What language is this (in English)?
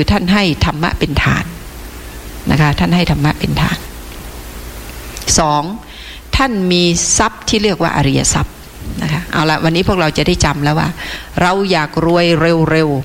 Thai